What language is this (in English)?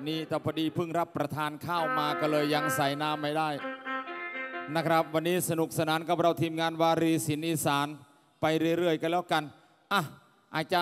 Thai